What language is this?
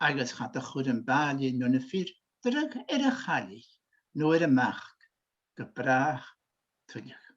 Scottish Gaelic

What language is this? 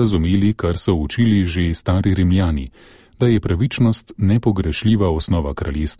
Slovenian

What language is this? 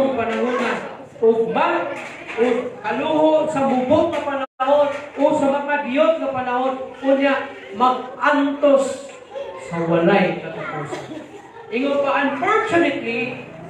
Cebuano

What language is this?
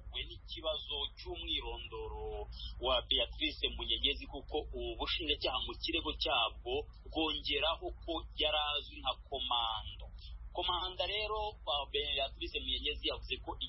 Kinyarwanda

